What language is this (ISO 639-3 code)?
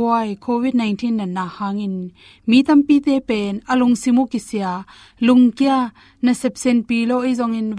ctd